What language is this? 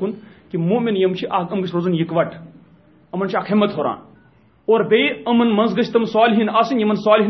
Kashmiri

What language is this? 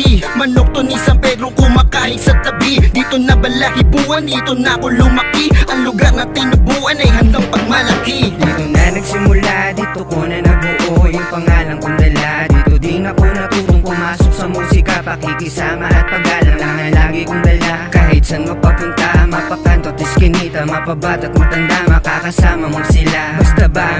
Filipino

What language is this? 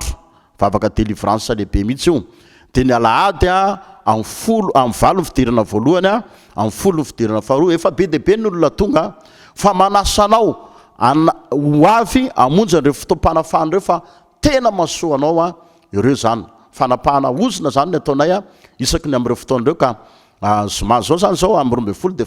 Malagasy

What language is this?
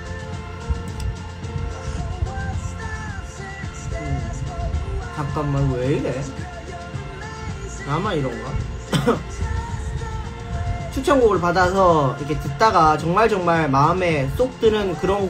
Korean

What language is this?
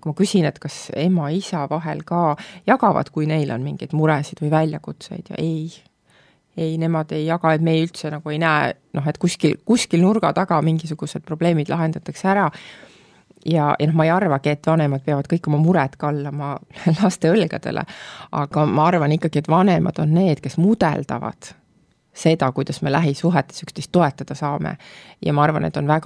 Estonian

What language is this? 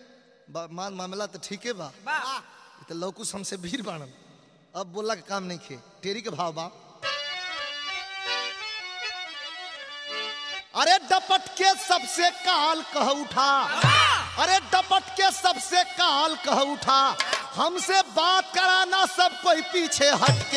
Bhojpuri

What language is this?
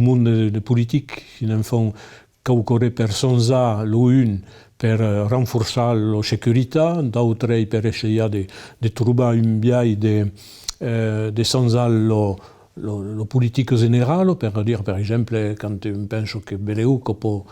Occitan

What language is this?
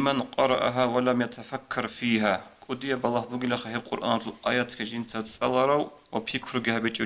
Avaric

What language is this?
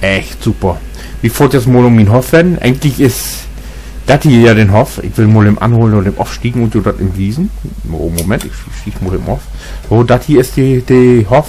Low German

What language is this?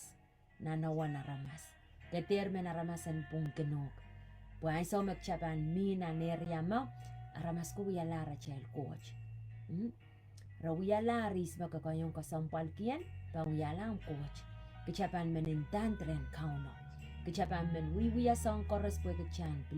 Pohnpeian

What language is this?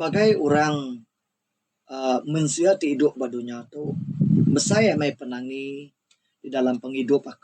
Iban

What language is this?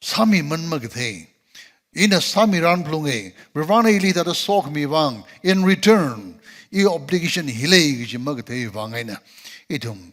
Tangkhul Naga (India)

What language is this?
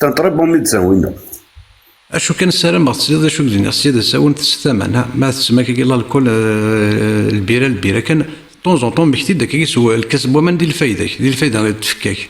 Kabyle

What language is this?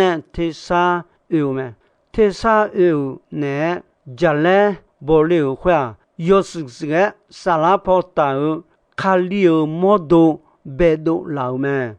Akha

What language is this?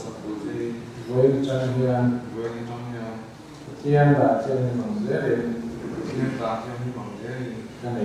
Mizo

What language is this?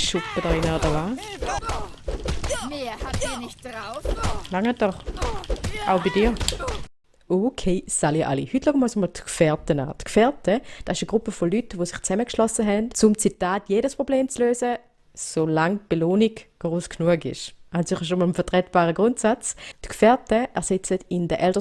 Swiss German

